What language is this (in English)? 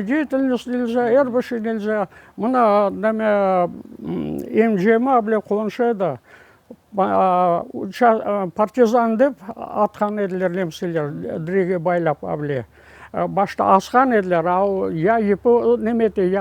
Crimean Tatar